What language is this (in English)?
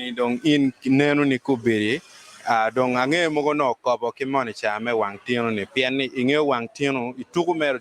Acoli